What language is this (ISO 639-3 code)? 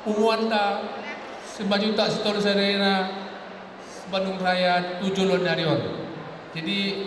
bbc